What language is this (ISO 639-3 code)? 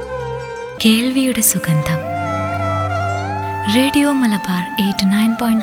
mal